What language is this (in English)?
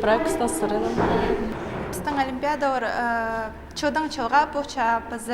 Khakas